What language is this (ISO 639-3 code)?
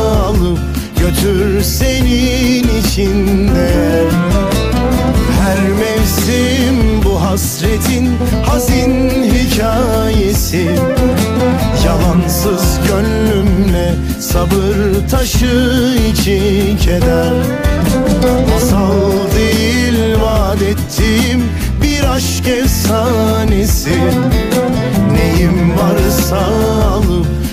tur